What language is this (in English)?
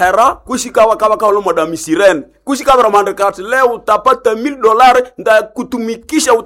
Nande